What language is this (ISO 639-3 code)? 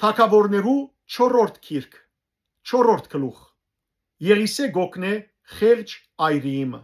hyw